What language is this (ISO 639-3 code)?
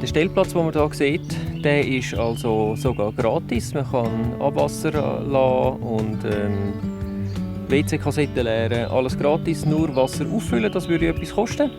gsw